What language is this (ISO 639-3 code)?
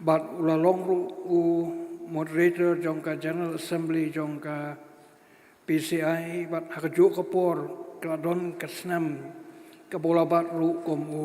kha